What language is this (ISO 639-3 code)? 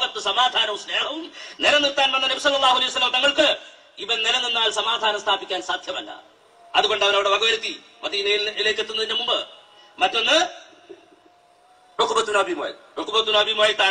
mal